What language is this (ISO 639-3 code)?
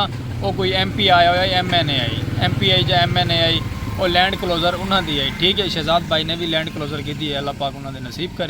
skr